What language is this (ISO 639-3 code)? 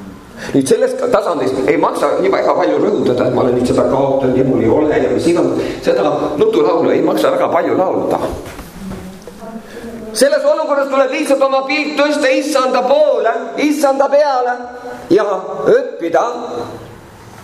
est